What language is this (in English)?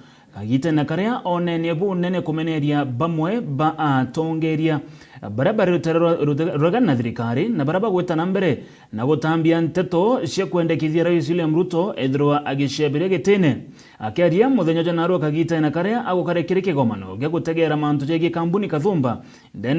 Meru